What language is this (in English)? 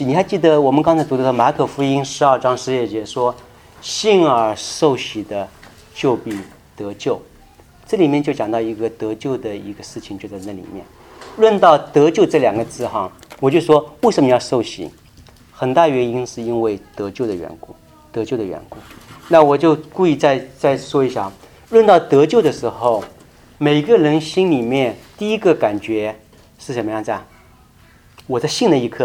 Chinese